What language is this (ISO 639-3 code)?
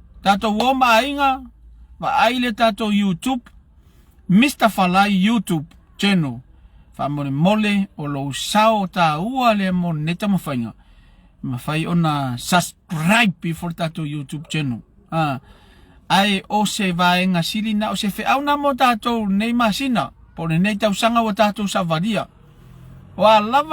smo